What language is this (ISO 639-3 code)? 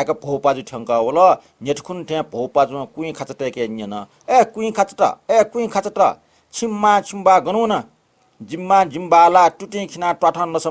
new